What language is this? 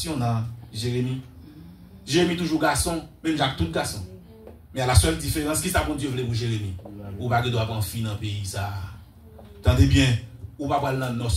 Haitian Creole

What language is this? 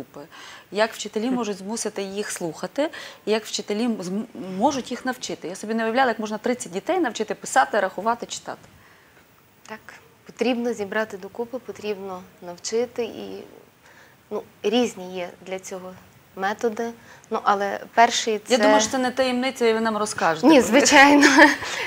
Ukrainian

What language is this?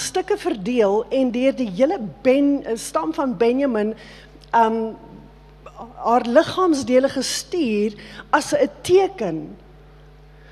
Afrikaans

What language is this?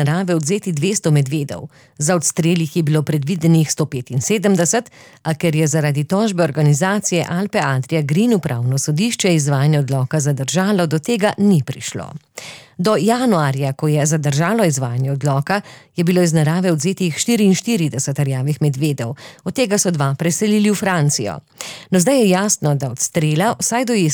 Slovenian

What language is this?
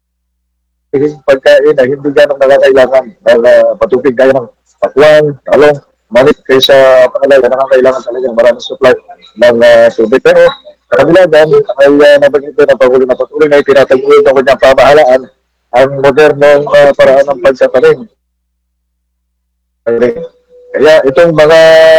Filipino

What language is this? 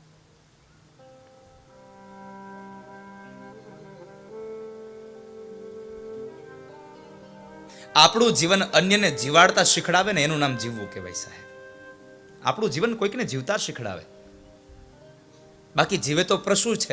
Gujarati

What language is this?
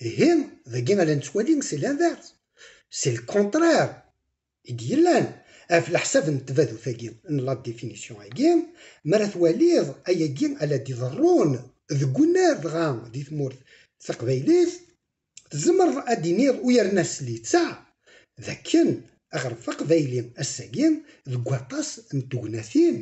Kabyle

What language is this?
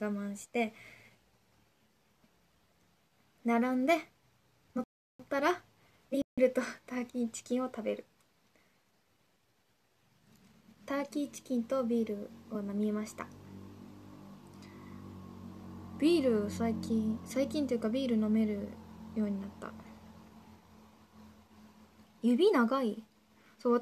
Japanese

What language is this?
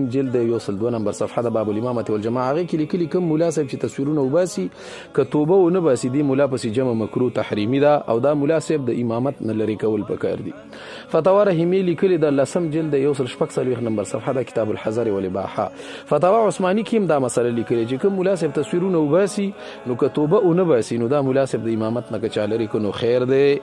Pashto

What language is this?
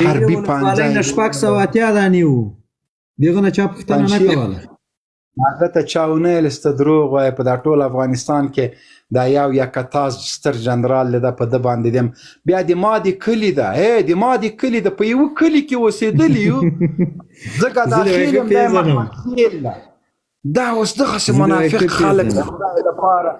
Pashto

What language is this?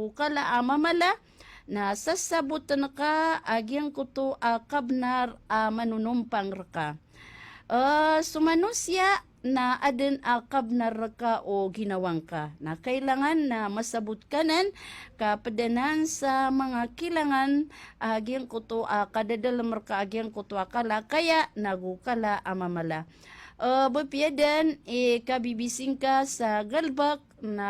Maranao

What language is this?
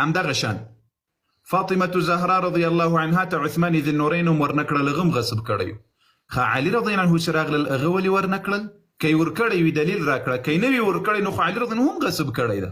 Pashto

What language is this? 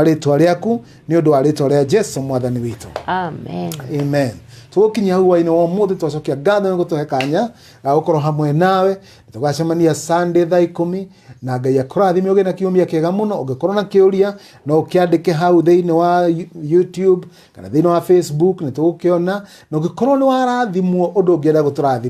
Kikuyu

